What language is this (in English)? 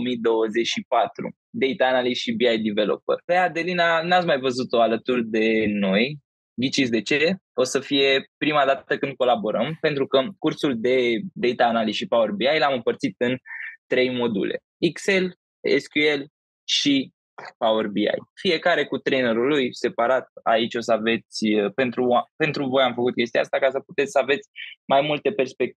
Romanian